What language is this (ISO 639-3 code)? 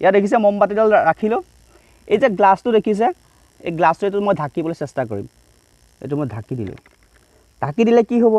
asm